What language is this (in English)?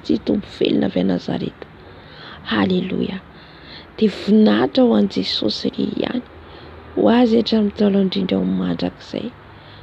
Malagasy